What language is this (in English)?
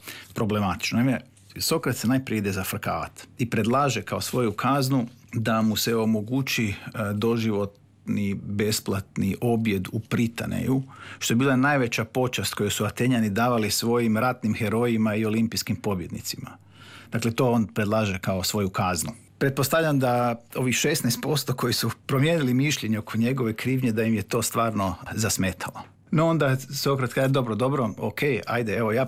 Croatian